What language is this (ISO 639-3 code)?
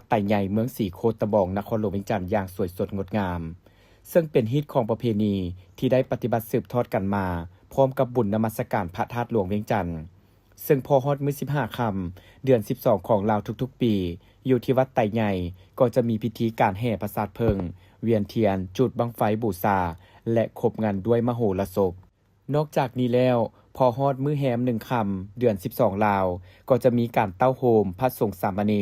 lao